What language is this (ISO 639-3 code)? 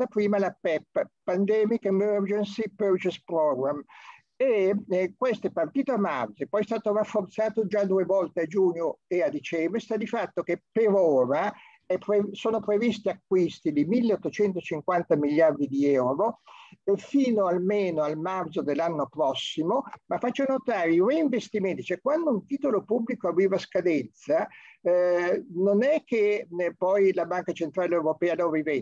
ita